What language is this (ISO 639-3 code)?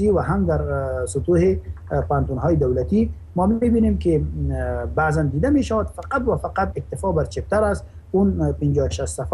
fas